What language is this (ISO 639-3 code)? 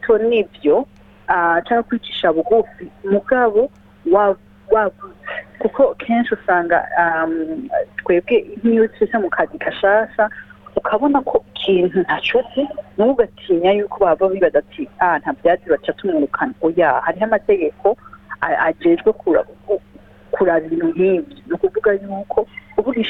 run